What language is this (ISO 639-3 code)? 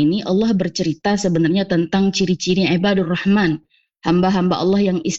ind